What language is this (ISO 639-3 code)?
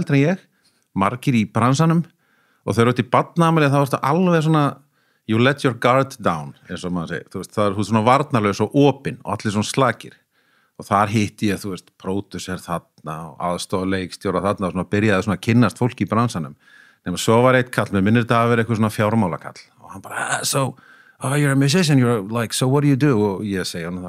isl